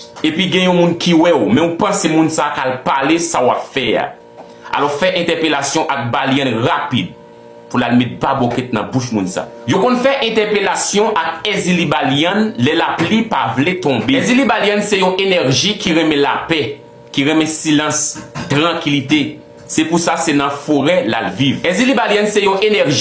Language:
Haitian Creole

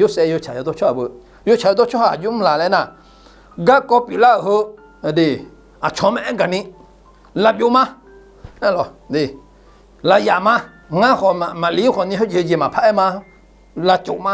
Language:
Akha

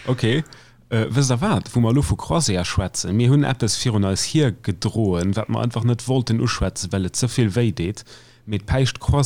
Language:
Luxembourgish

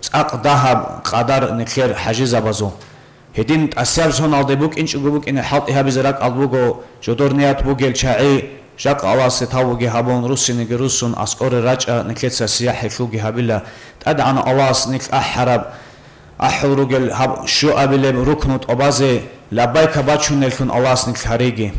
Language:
Avaric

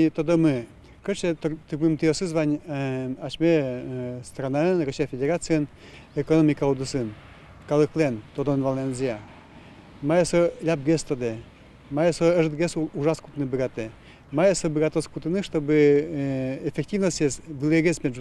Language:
Udmurt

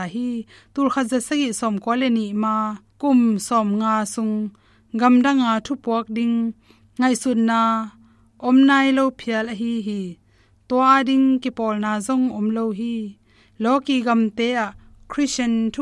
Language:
Tedim Chin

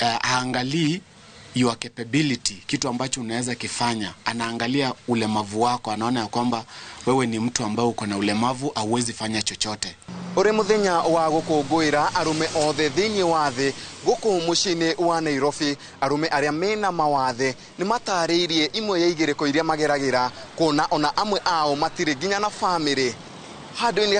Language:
Kikuyu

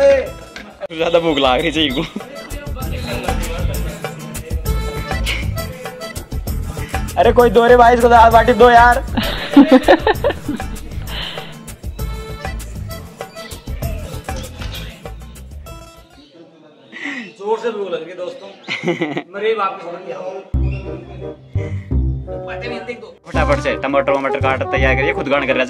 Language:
Hindi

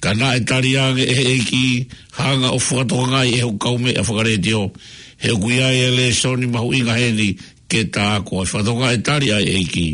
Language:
Tongan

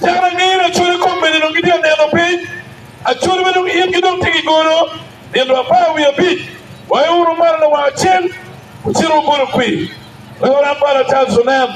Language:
Acoli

